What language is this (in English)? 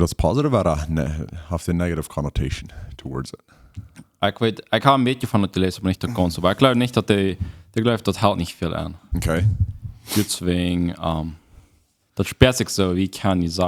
Plautdietsch